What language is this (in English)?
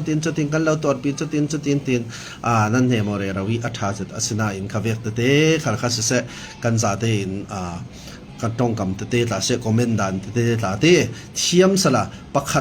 Falam Chin